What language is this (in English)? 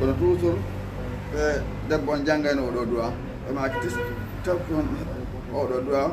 Fula